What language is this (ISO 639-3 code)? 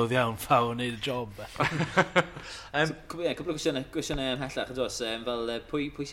cym